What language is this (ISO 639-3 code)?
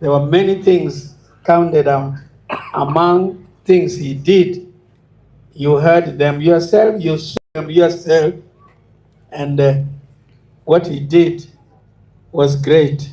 ach